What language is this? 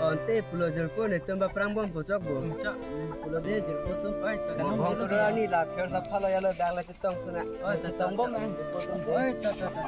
Karbi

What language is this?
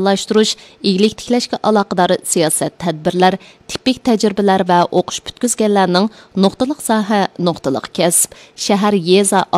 Uyghur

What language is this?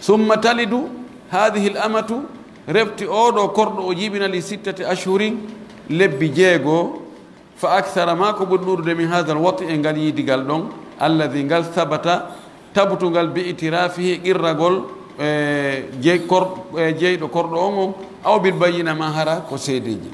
Pular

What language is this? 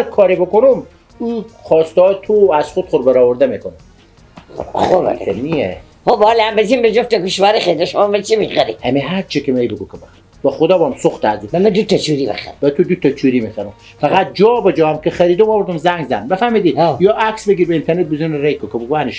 Persian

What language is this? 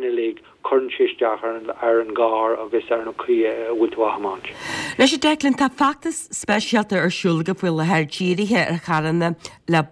Irish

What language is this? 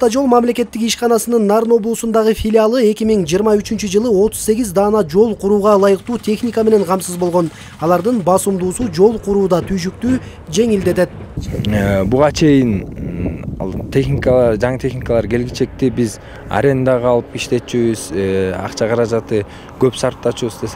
Kyrgyz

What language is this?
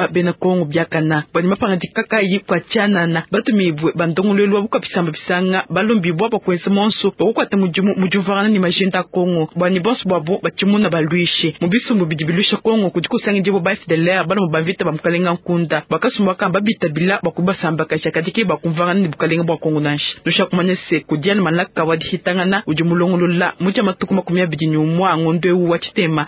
Luba-Lulua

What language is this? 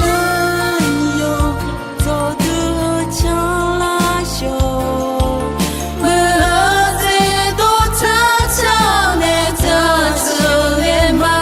Akha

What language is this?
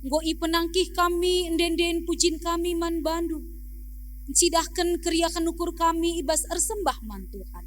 Batak Karo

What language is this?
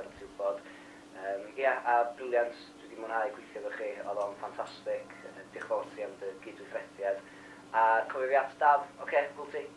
Welsh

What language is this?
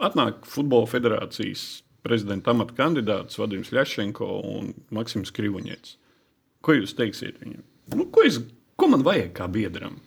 Latvian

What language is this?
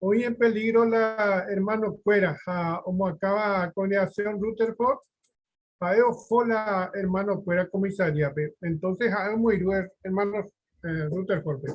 Guarani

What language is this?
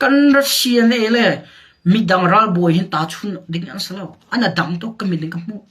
Hakha Chin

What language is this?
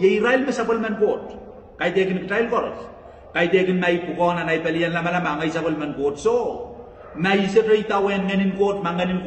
Pohnpeian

